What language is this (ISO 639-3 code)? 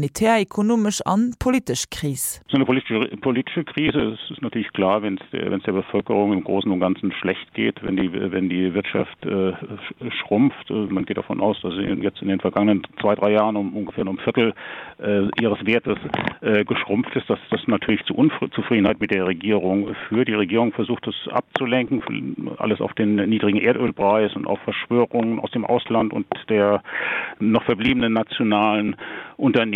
ltz